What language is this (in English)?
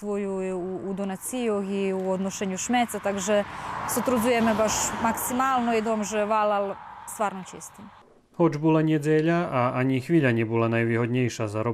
Rusyn